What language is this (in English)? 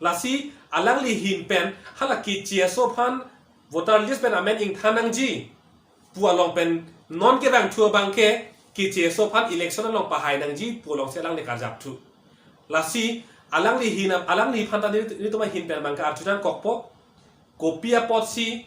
Karbi